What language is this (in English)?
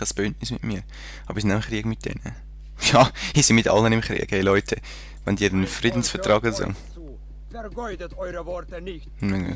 Swiss German